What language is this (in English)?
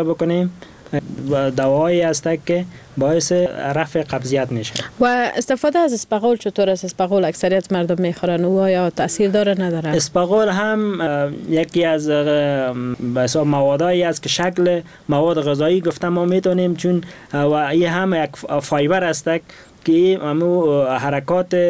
Persian